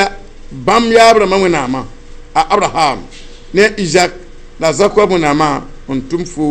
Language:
Mossi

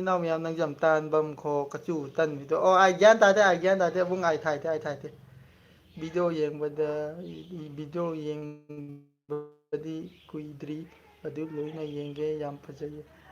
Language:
Manipuri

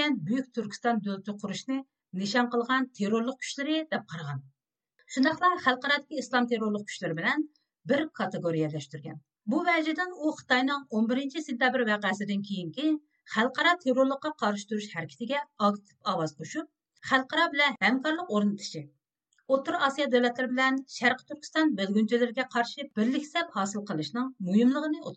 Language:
Uyghur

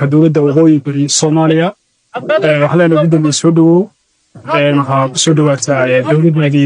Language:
Somali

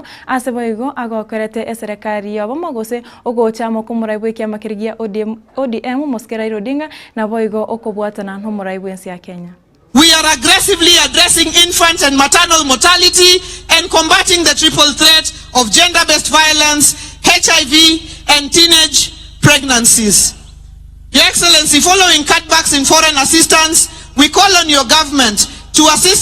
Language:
Gusii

